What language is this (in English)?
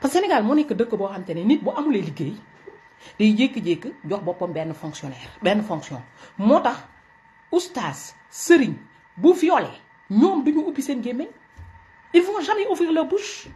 Wolof